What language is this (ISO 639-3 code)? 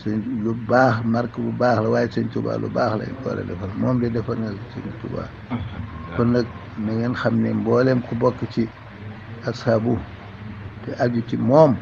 wol